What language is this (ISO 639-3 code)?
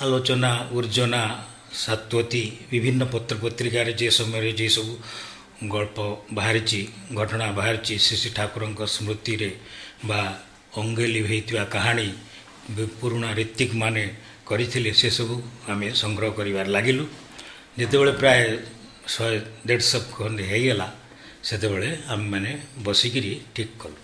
ori